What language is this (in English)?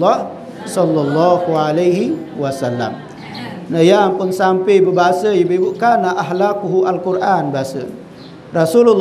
Sasak